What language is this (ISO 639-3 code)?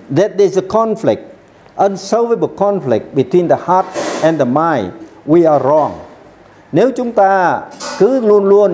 vie